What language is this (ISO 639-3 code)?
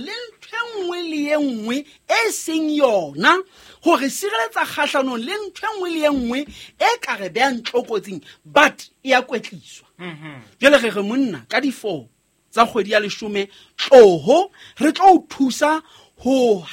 sot